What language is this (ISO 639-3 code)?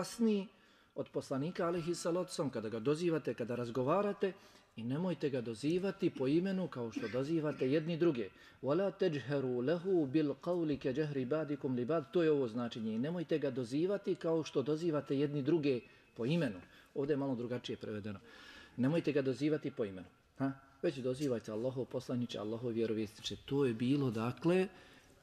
bos